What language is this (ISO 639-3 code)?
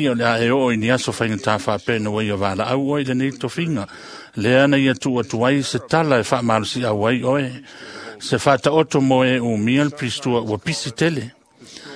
smo